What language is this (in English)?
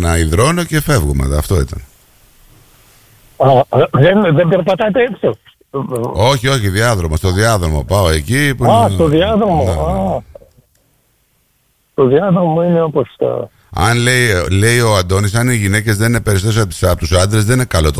Greek